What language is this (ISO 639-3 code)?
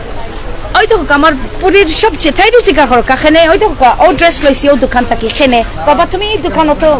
syl